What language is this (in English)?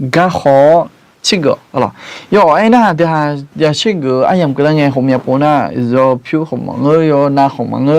Akha